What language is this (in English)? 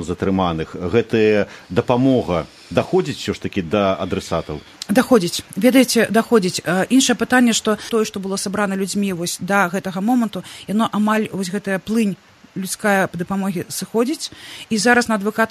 Belarusian